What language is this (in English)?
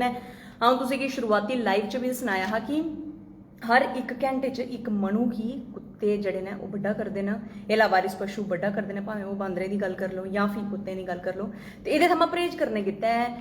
Dogri